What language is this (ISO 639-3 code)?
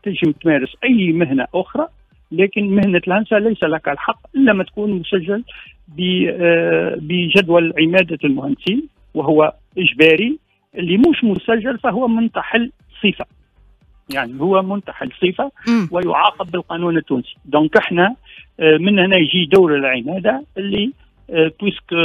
aeb